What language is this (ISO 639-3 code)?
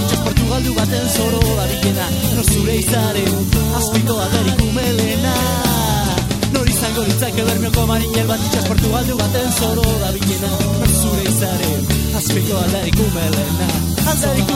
eus